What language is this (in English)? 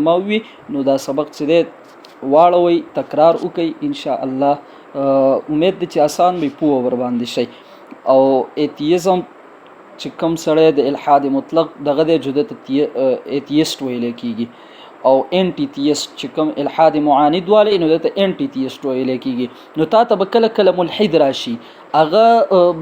Pashto